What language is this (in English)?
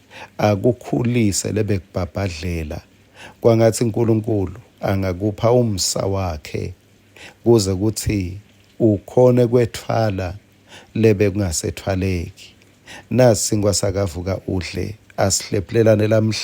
Swati